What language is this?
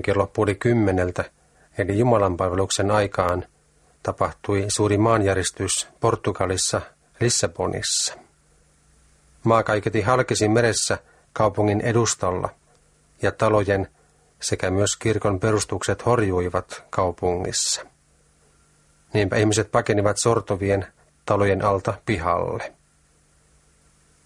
Finnish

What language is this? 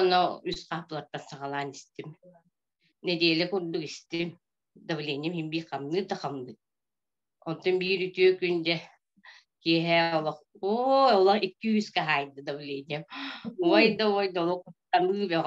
Yakut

